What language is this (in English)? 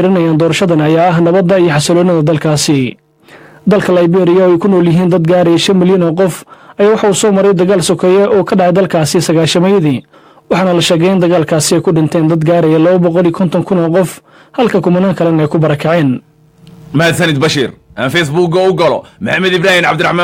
Somali